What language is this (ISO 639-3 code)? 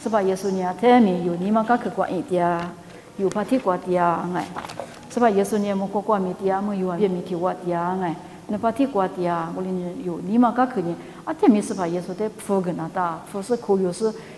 lis